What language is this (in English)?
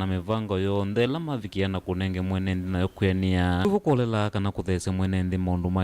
Kamba